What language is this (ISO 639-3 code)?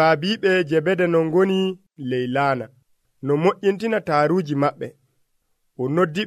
fuv